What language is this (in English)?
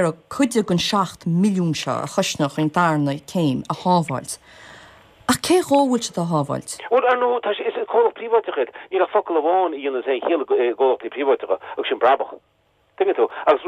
Irish